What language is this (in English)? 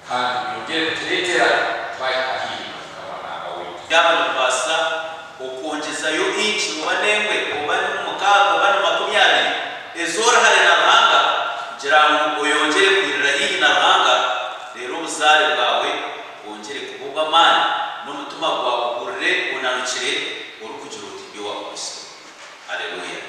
Nyankole